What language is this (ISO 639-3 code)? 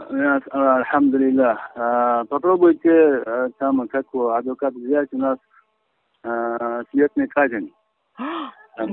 tgk